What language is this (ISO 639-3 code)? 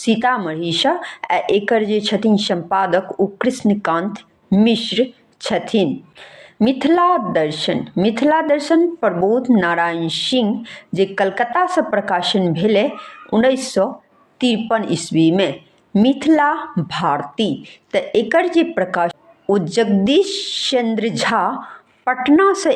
mai